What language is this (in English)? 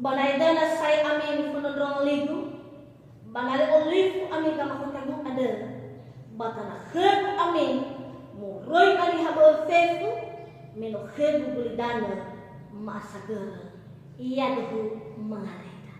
Nias